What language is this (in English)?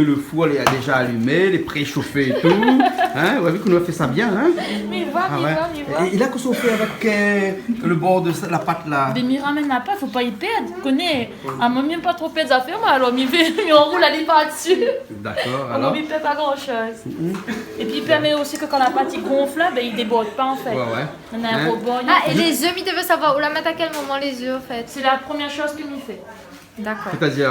Réunion Creole French